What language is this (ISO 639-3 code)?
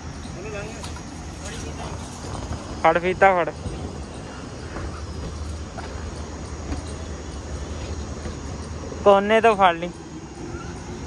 pan